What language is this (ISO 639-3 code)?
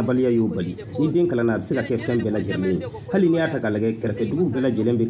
bam